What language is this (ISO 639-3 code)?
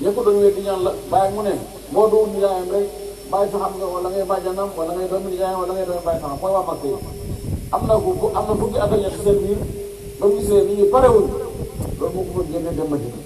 wol